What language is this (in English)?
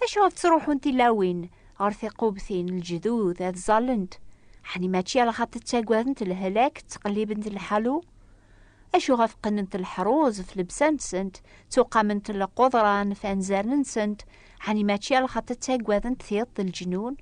Kabyle